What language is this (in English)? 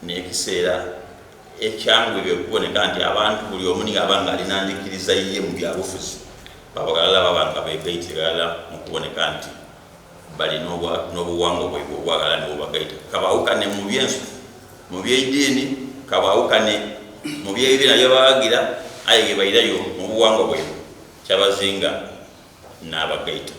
Soga